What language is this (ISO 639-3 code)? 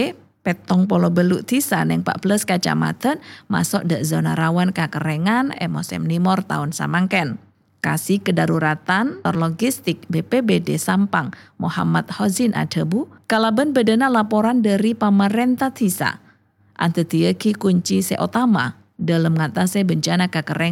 mad